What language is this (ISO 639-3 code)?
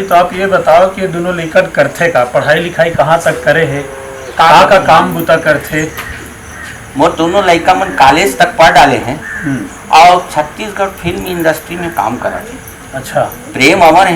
hne